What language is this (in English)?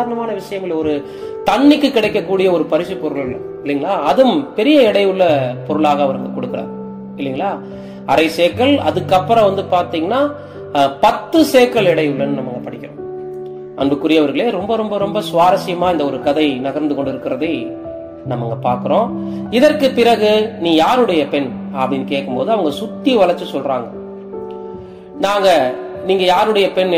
Tamil